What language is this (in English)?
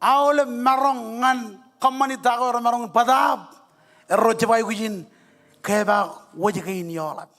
Marshallese